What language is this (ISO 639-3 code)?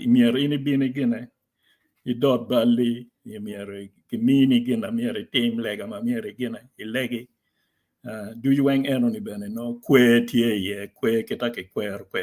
ach